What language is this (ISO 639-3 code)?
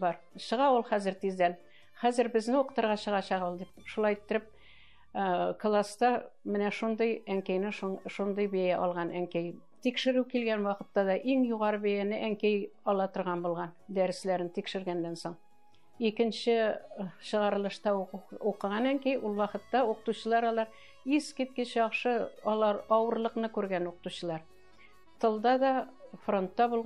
tat